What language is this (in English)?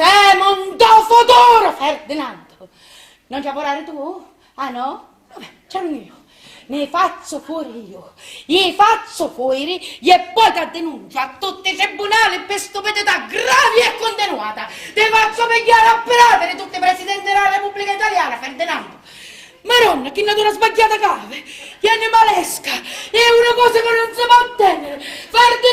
Sicilian